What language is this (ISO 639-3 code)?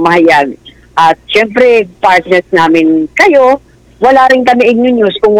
fil